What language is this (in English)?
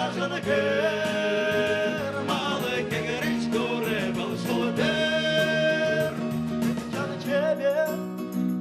Udmurt